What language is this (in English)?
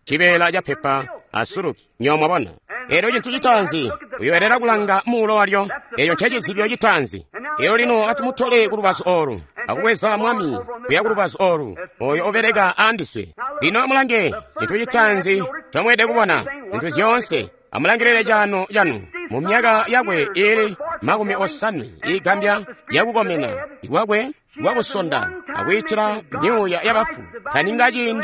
Tonga (Zambia)